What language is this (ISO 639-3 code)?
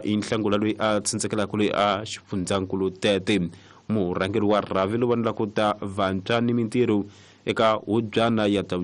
tso